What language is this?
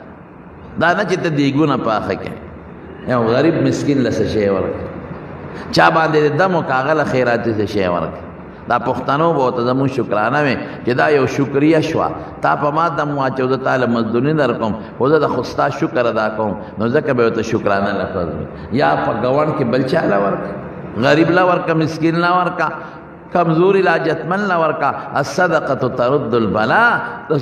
Pashto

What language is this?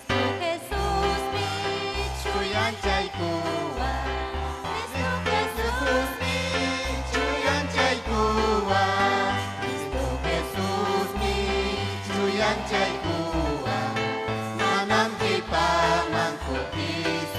Ayacucho Quechua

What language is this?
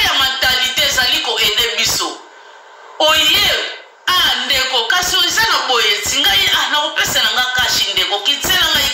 Lingala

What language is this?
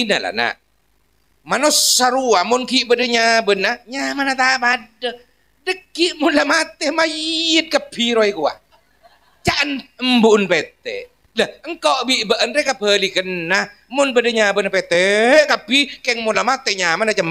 Madurese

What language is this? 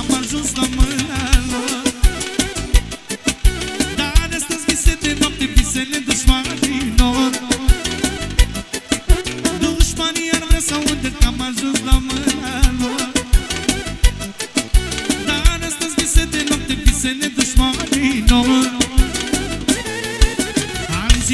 Romanian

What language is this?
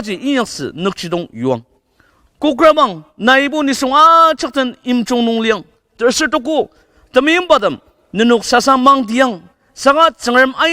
Ao Naga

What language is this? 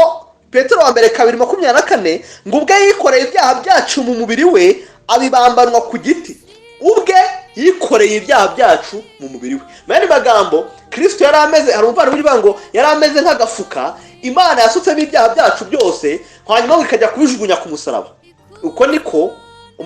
Kinyarwanda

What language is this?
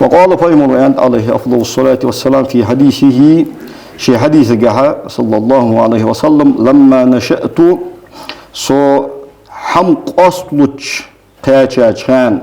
Ingush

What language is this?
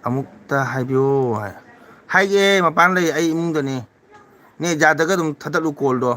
Manipuri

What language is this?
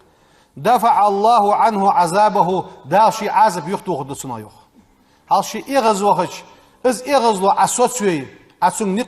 Ingush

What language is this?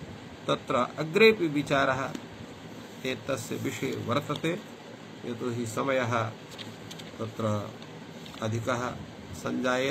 Sanskrit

